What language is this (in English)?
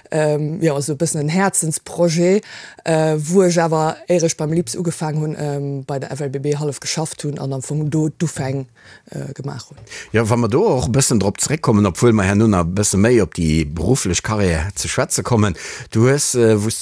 Luxembourgish